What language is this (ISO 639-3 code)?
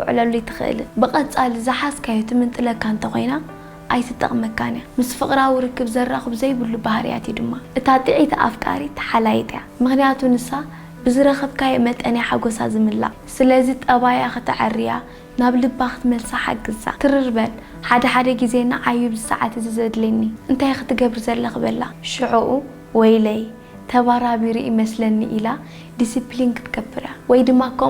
tir